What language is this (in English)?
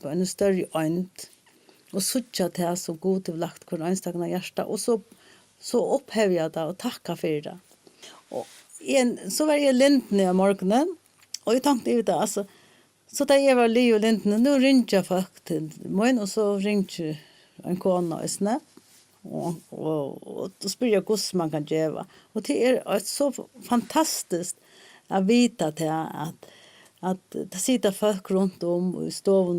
Faroese